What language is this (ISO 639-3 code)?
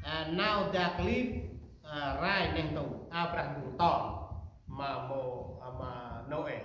cmo